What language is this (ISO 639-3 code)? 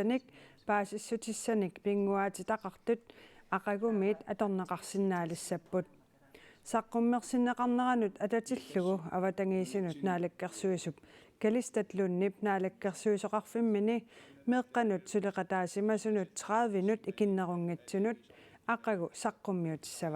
kal